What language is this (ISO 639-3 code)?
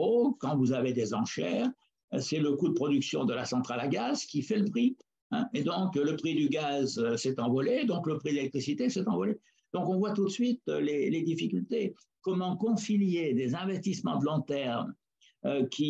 fra